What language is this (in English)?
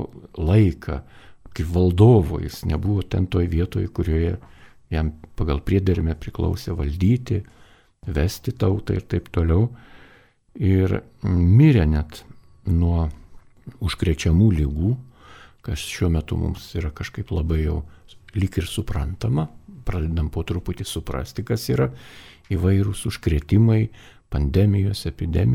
Lithuanian